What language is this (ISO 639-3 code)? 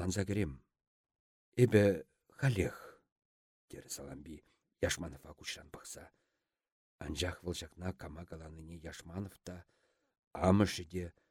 chv